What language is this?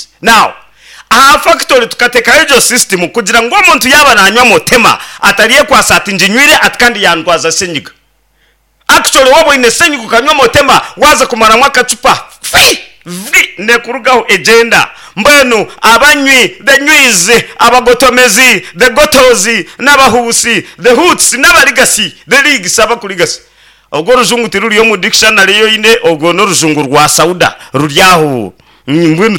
Nyankole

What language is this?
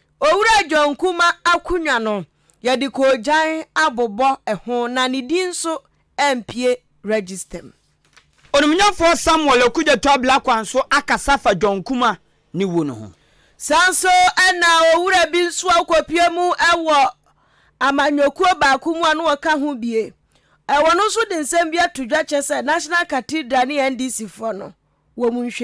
Akan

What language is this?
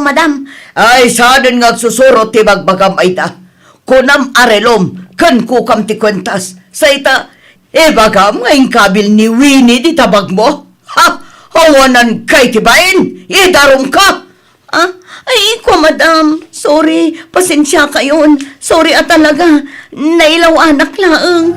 Iloko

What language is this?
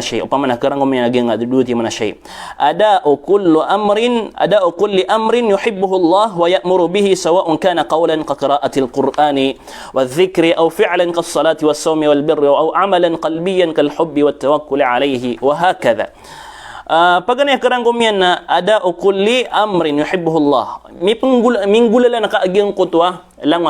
Maranao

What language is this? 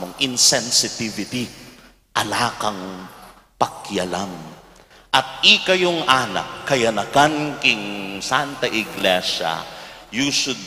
Pampanga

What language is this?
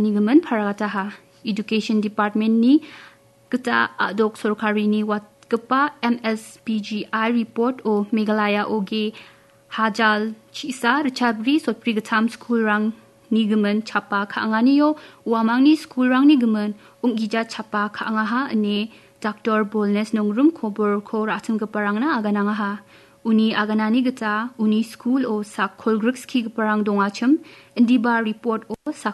Garo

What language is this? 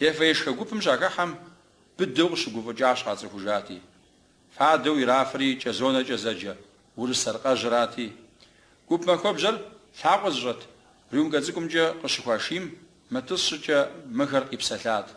Kabardian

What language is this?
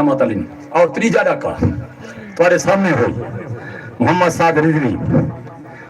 Saraiki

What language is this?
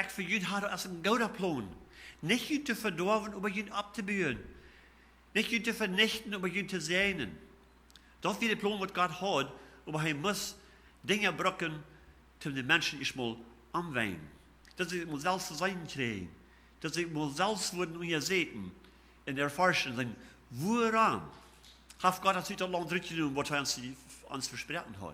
Plautdietsch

